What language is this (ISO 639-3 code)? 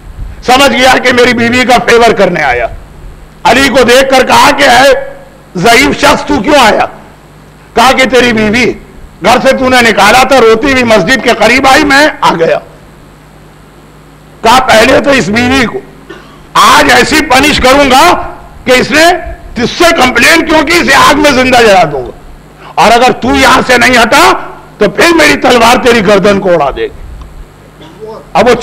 urd